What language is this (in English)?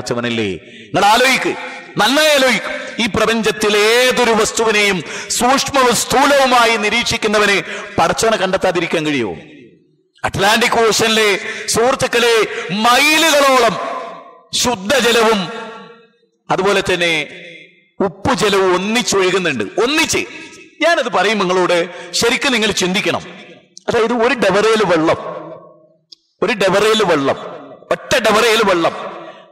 Malayalam